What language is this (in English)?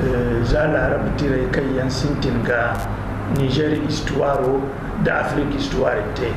Zarma